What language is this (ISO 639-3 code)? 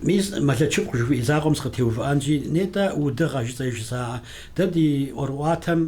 kbd